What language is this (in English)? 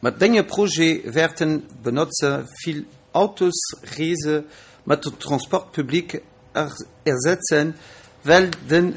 Luxembourgish